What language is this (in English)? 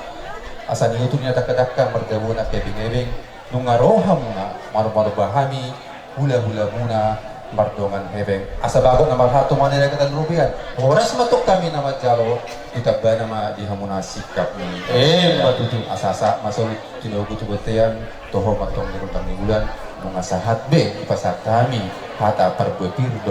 Batak Toba